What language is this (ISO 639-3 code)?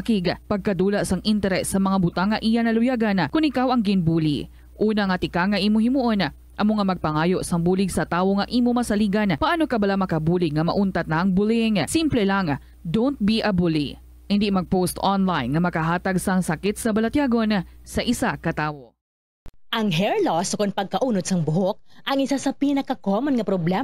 hil